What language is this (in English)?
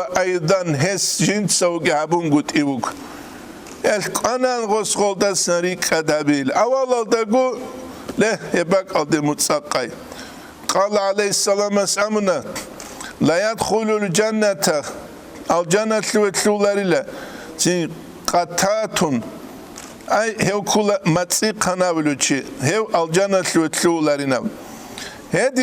Avaric